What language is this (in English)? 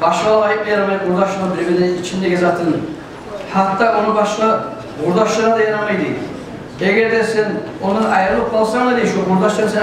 Kumyk